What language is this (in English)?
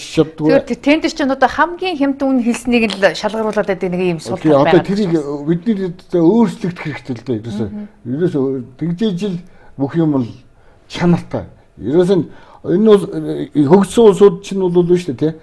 Mongolian